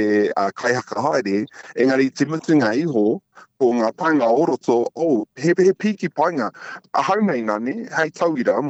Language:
Māori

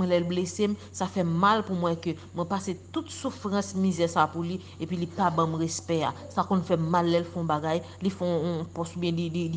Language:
Haitian Creole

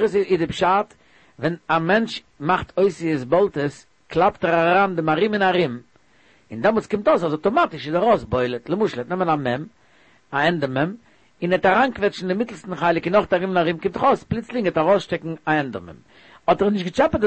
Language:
Yiddish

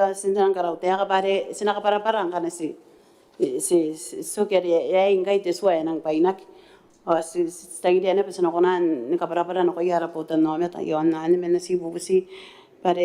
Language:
Gilbertese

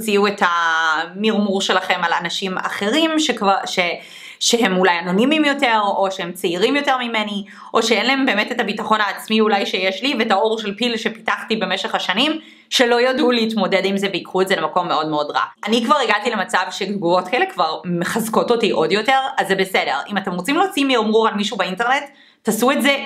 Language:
Hebrew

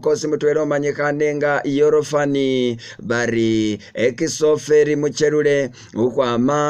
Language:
Masaaba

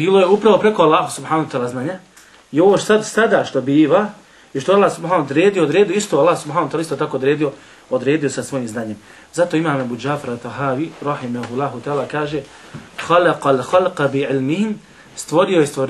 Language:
Bosnian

